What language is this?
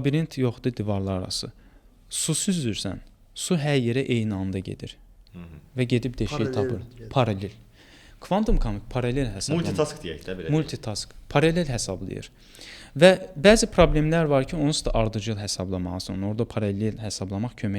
Azerbaijani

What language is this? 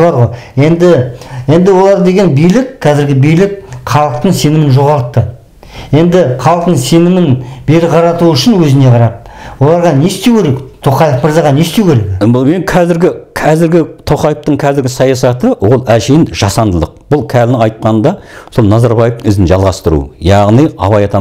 Kazakh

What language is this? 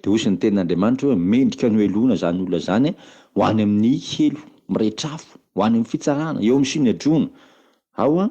Malagasy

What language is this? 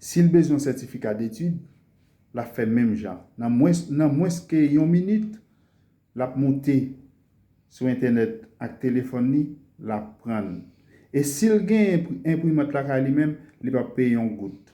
Haitian Creole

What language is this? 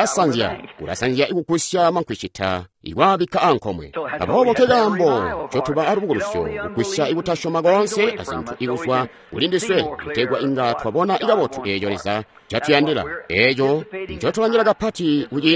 Tonga (Zambia)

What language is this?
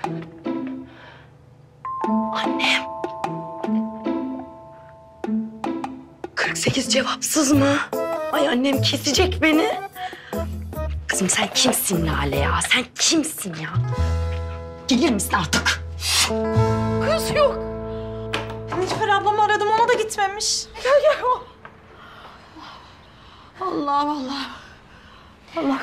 Turkish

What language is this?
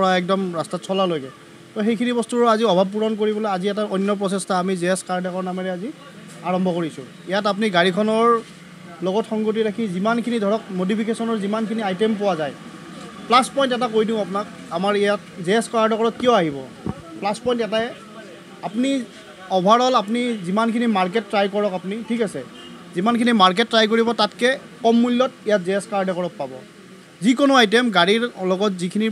Assamese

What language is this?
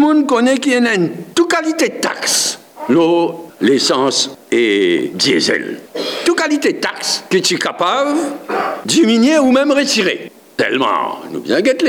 Morisyen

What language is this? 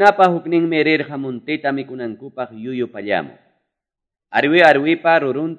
Ayacucho Quechua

